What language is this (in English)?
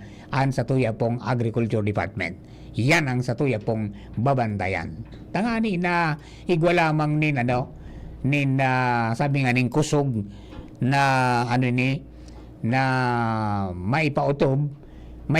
Bikol